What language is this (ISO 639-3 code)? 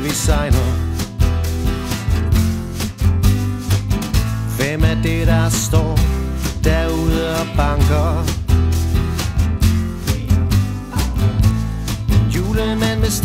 dan